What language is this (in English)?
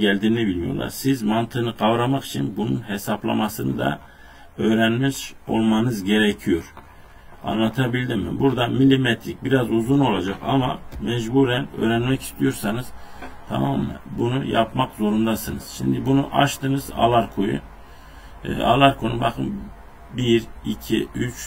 Turkish